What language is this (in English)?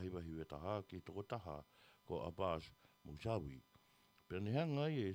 Tongan